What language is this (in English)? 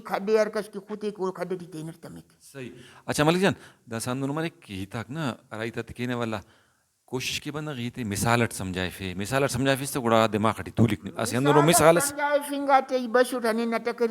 Brahui